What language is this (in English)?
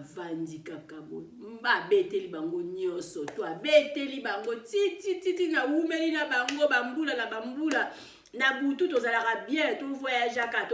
Lingala